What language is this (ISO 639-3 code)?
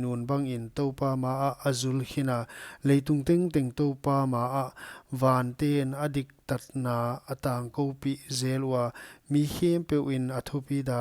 pck